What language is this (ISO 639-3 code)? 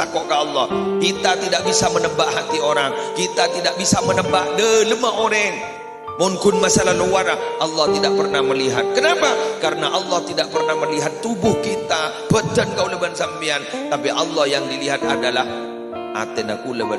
mad